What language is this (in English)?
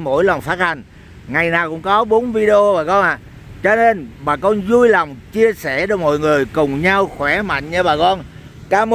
Vietnamese